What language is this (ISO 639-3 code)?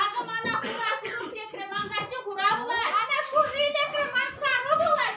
chv